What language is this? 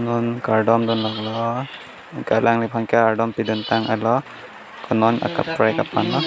Karbi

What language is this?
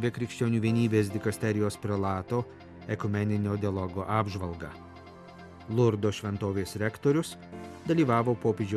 Lithuanian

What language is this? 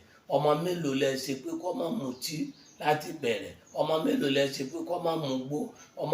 Yoruba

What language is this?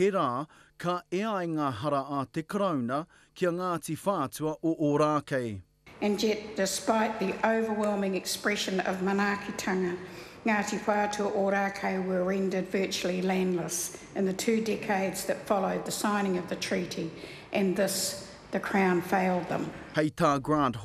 Māori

